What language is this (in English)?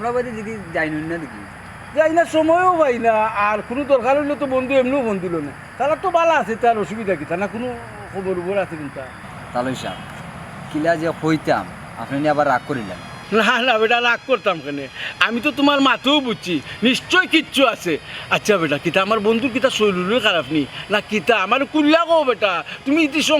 Sylheti